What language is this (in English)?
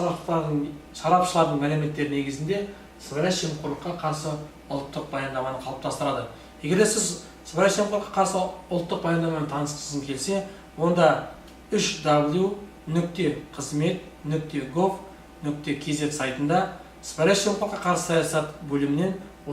Kazakh